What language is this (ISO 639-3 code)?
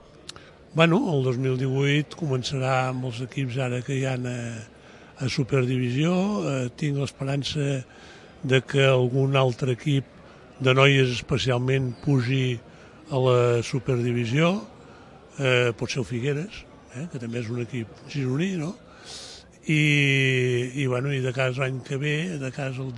cat